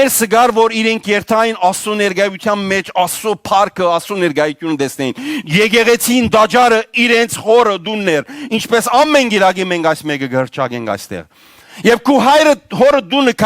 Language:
Western Armenian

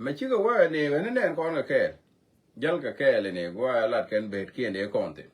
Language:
Nuer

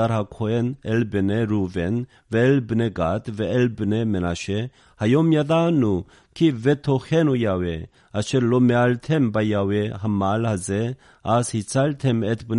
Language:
Hebrew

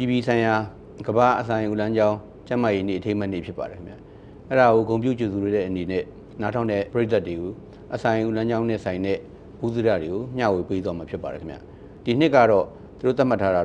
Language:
Burmese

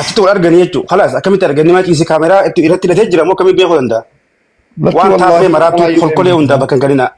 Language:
Oromo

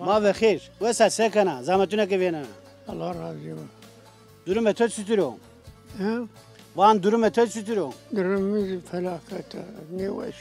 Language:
Zaza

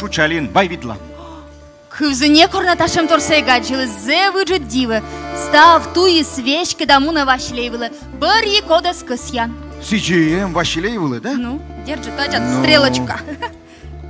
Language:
Komi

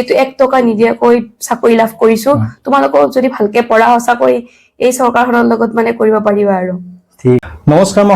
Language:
Assamese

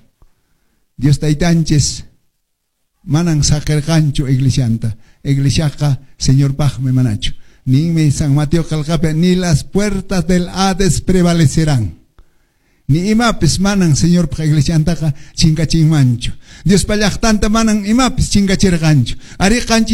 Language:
Quechua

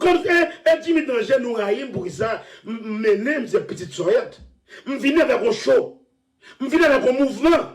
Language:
Haitian Creole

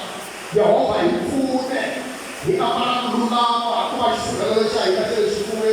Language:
Tsonga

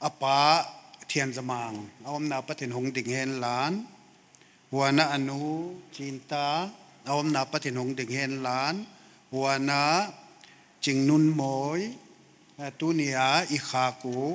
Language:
Paite Chin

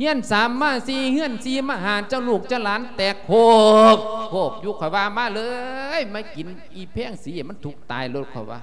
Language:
Lao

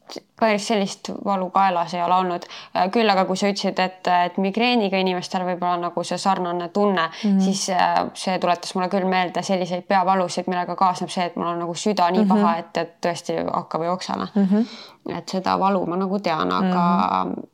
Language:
Estonian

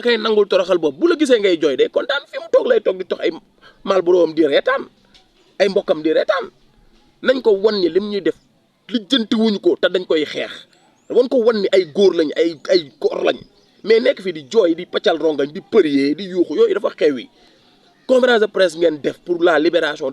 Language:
Wolof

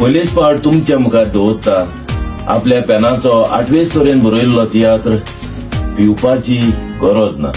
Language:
Konkani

